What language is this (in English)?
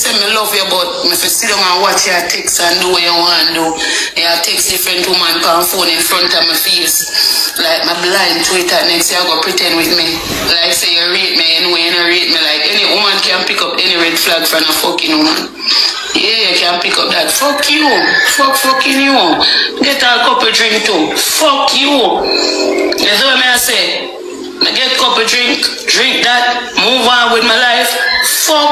Jamaican Creole English